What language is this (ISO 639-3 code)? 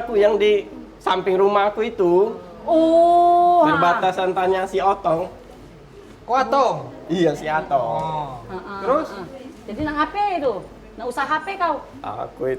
mui